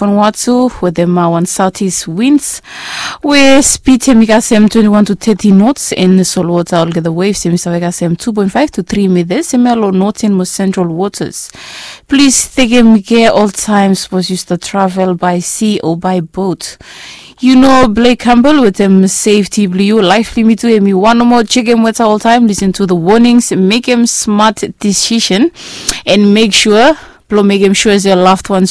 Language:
Bislama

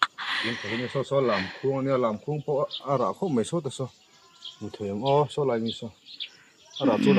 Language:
Mizo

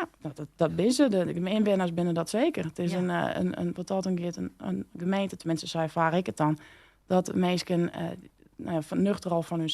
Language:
Western Frisian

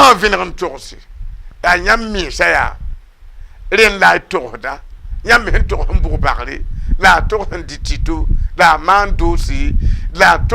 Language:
Mossi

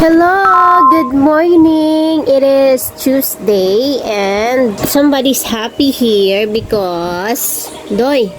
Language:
Hiligaynon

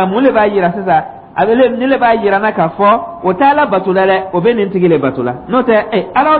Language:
Dyula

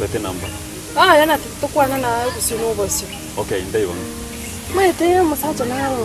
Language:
Gusii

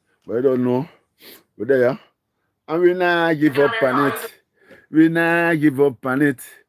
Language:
Jamaican Creole English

